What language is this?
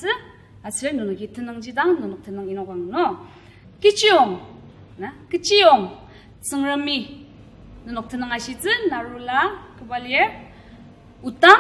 Ao Naga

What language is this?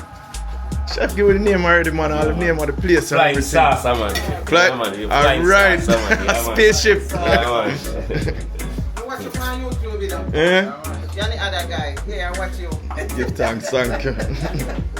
Jamaican Creole English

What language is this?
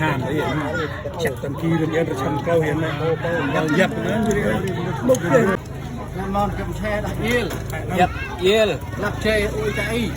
Central Mnong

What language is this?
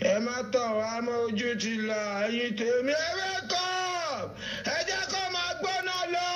Yoruba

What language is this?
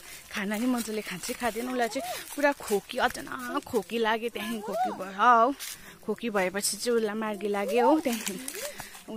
Nepali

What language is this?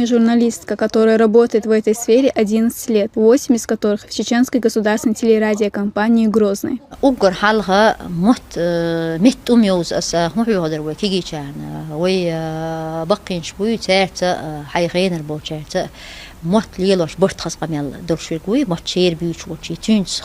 Chechen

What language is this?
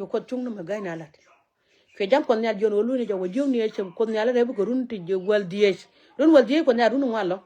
Nuer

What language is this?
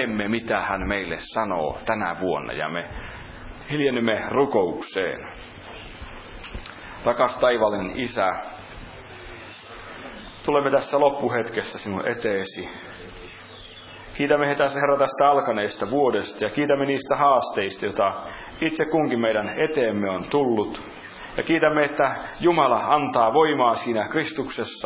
Finnish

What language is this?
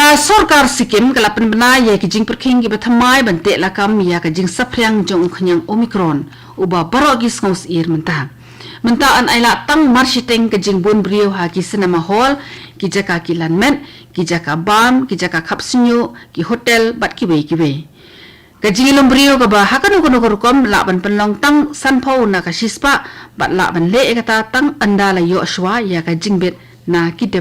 Khasi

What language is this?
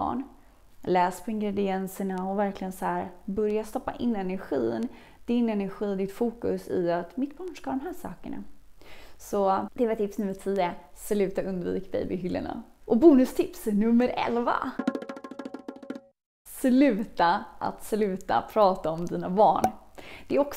Swedish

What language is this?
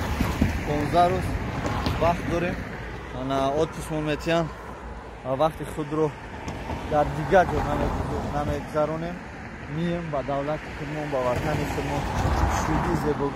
Tajik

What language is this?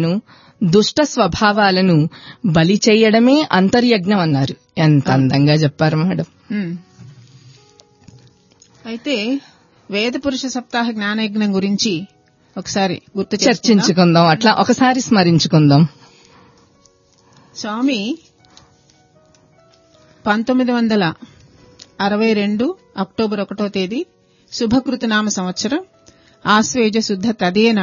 Telugu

